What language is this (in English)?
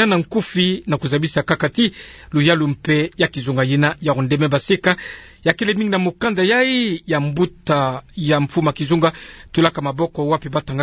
Kituba (Democratic Republic of Congo)